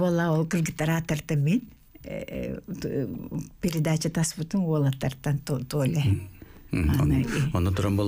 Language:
Yakut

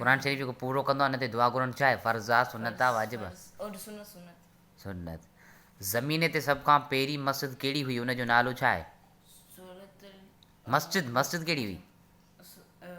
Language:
Sindhi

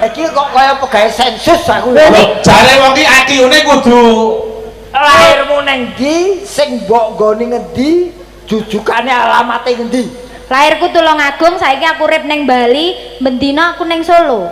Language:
Javanese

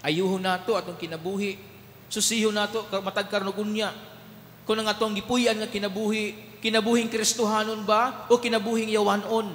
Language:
Cebuano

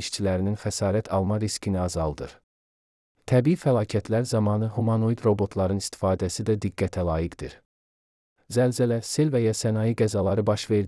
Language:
Azerbaijani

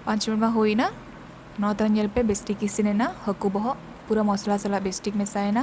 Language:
Santali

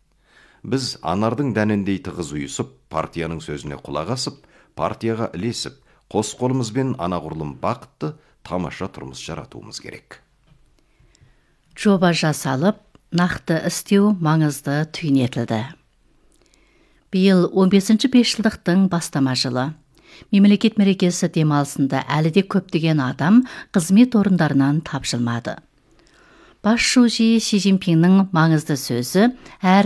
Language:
Kazakh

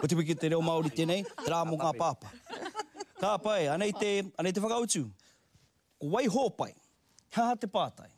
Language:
Māori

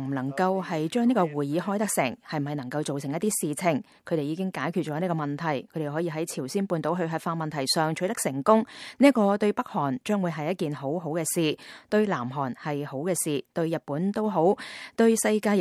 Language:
Cantonese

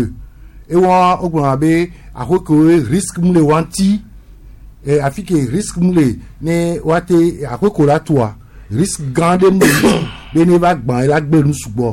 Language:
Gen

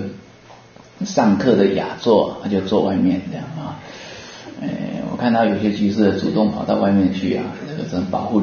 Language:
Chinese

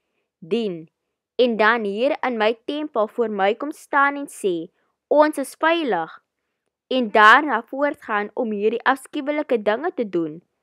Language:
Afrikaans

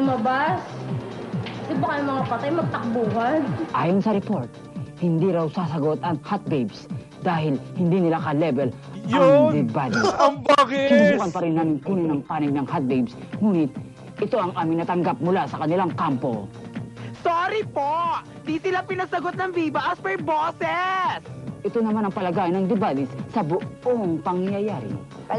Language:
Filipino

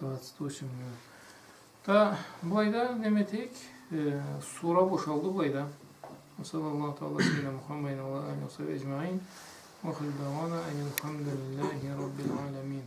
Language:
Karachay-Balkar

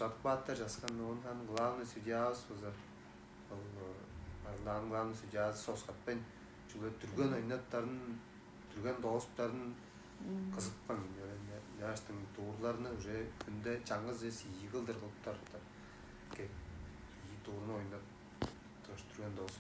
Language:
Tuvinian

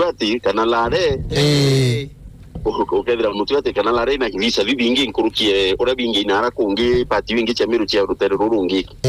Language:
Meru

